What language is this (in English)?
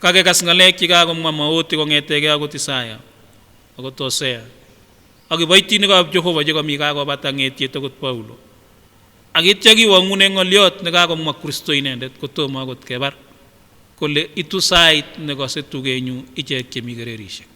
Kipsigis